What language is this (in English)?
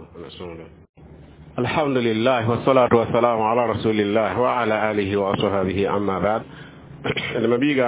Mossi